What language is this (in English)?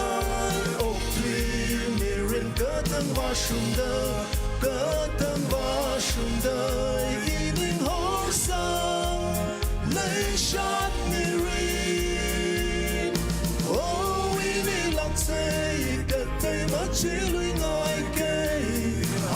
Tangkhul Naga (India)